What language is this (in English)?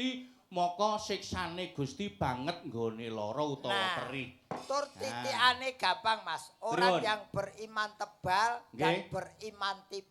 Javanese